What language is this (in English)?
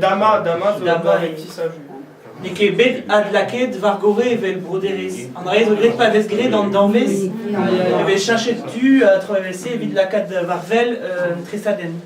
Breton